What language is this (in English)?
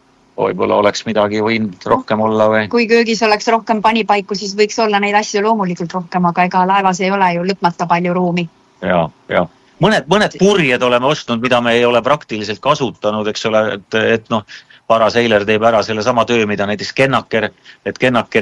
Estonian